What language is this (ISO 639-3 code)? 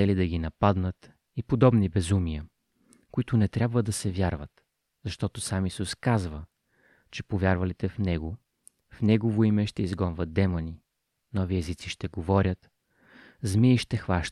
bul